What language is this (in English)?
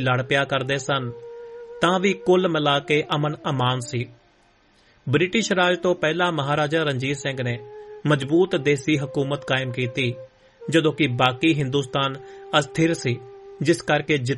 Punjabi